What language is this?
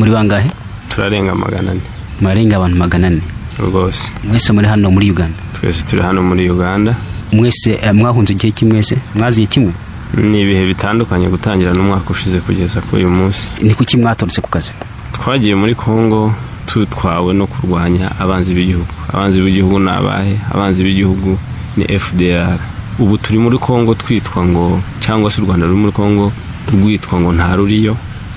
Kinyarwanda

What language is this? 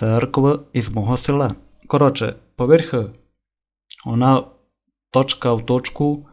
Rusyn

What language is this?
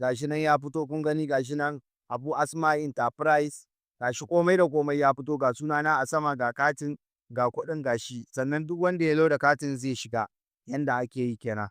Hausa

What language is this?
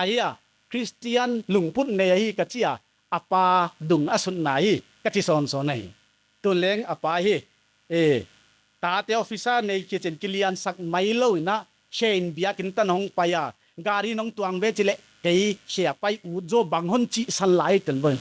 Paite Chin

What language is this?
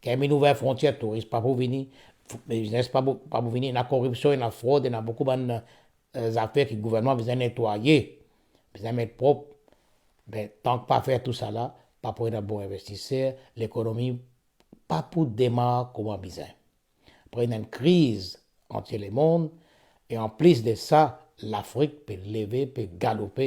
Morisyen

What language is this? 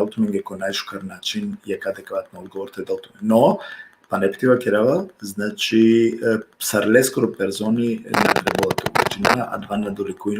Balkan Romani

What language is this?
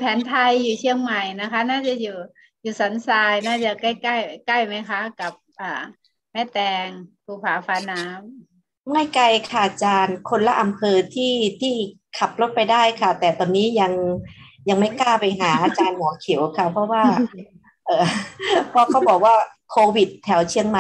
Thai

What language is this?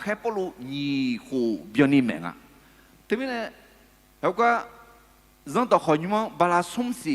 Akha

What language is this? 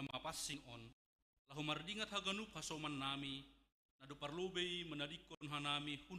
Batak Simalungun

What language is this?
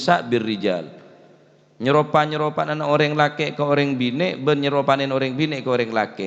Madurese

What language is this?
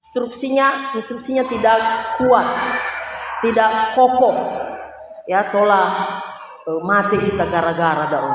Nias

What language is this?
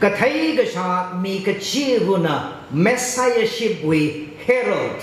Tangkhul Naga (India)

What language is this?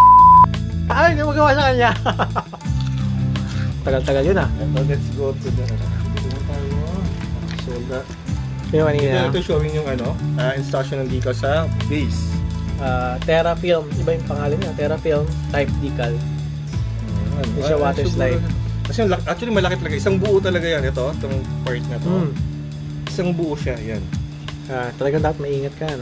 Filipino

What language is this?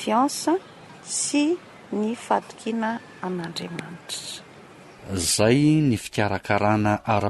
Malagasy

